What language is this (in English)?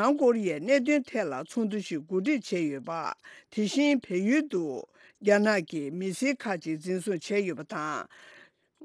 Tibetan